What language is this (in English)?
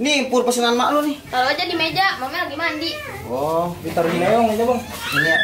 Betawi